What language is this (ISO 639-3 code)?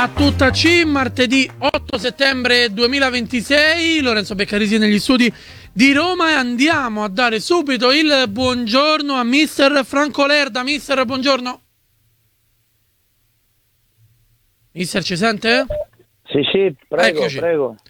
ita